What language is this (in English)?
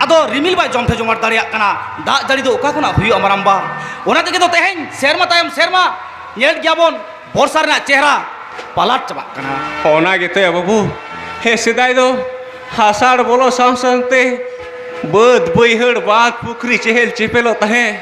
Santali